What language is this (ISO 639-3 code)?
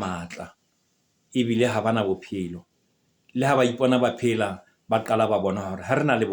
sot